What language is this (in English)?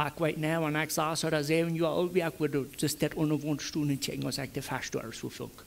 Plautdietsch